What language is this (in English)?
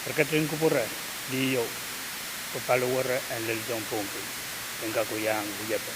Pohnpeian